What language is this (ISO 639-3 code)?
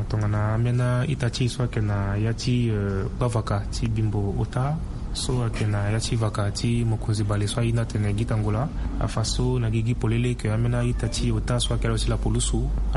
sag